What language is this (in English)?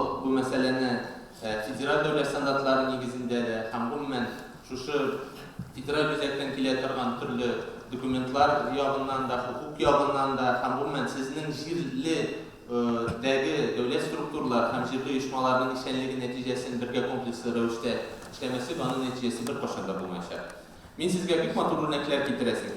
Tatar